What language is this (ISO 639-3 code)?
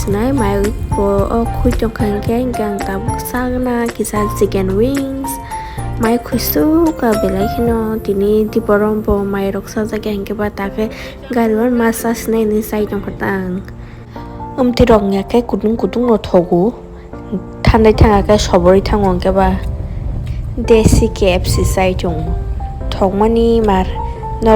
trp